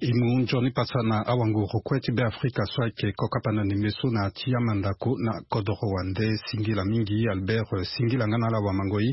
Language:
Sango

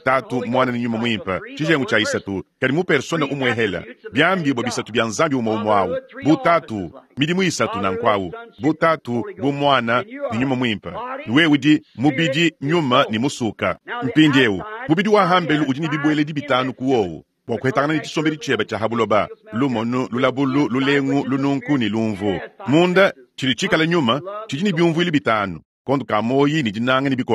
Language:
Luba-Lulua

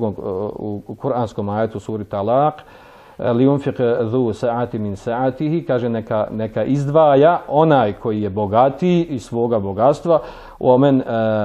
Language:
Bosnian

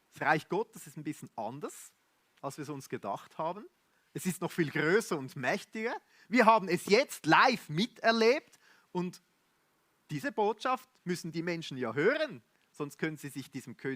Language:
Swiss German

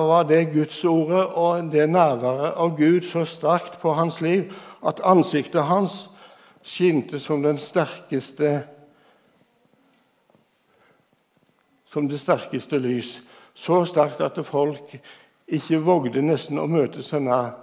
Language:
Norwegian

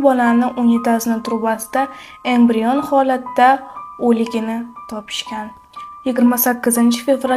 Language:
Uzbek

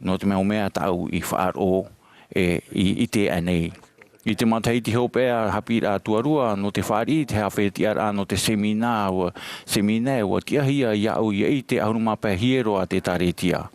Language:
Tahitian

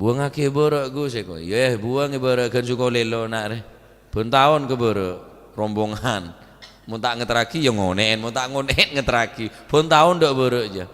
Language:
Madurese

